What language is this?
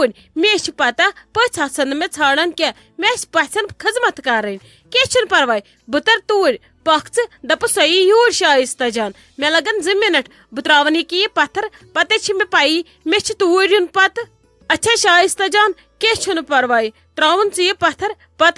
Kashmiri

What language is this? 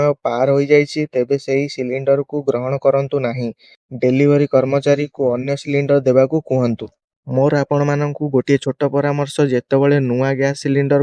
Odia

